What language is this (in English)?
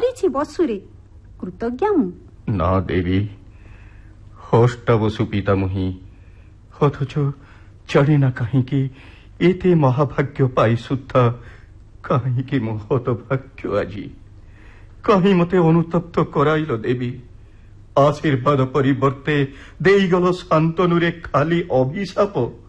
Odia